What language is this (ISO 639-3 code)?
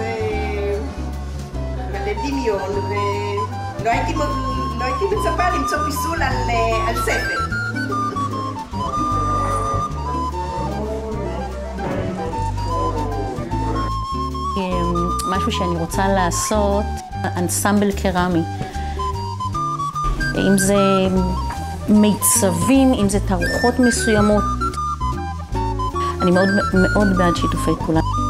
heb